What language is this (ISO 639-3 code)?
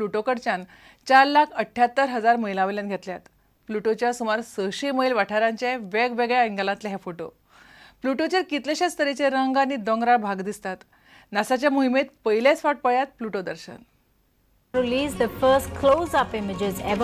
kok